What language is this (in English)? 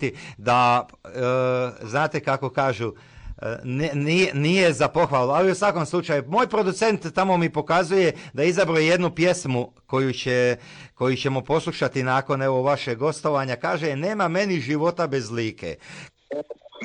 Croatian